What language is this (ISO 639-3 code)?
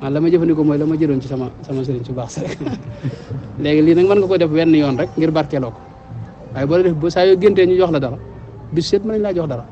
wol